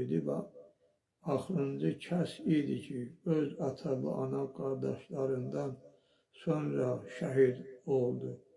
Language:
Azerbaijani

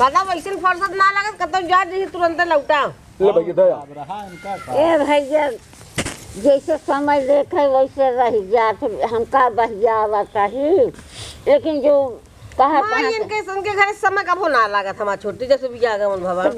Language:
Awadhi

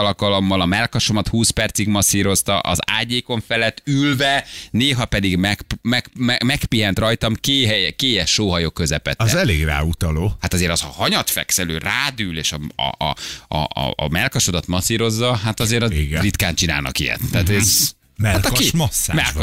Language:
Hungarian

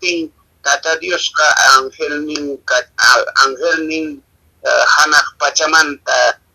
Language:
Quechua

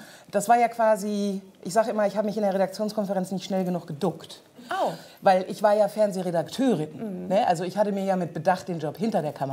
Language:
German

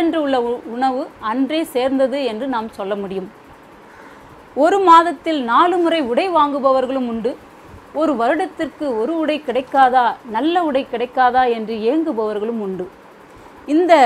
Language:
Tamil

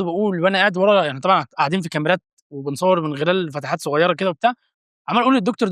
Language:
Egyptian Arabic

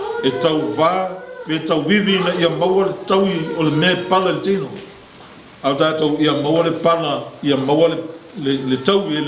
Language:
Samoan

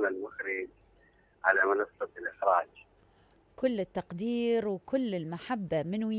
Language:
Mesopotamian Arabic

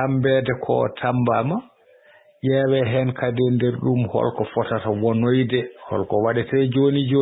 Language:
Fula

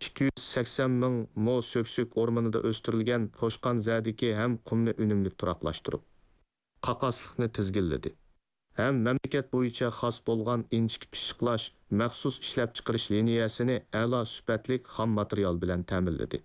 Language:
Uyghur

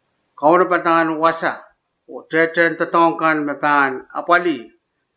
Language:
Pohnpeian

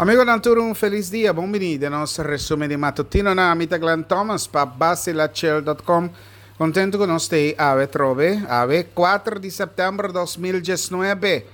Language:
Papiamento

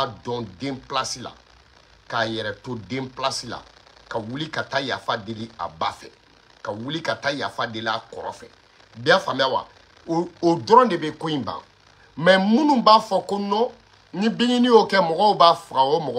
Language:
Bambara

